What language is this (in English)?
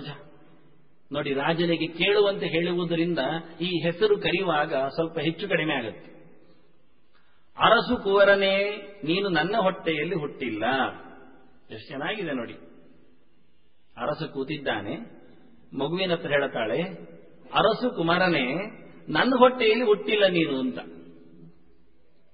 Kannada